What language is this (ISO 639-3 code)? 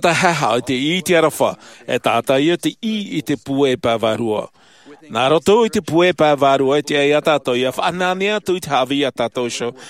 tah